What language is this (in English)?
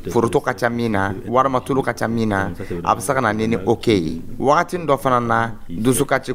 Dyula